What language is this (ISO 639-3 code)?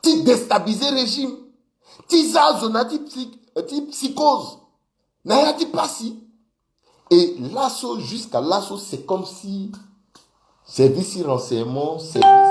sag